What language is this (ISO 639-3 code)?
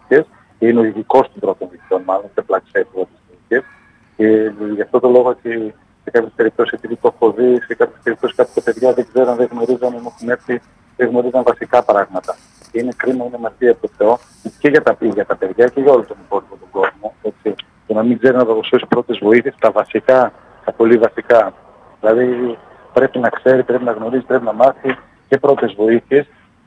ell